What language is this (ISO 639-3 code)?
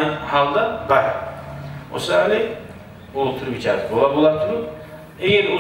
kum